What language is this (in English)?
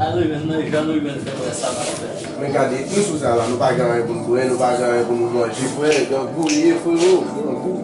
Haitian Creole